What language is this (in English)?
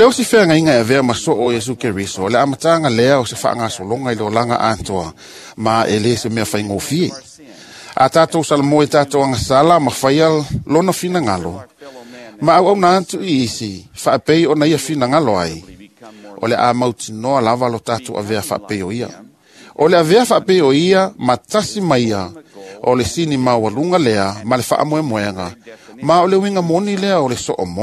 Samoan